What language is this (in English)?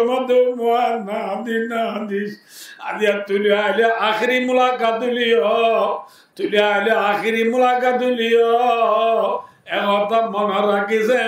Rohingya